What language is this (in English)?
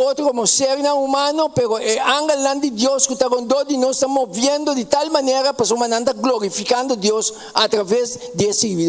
Papiamento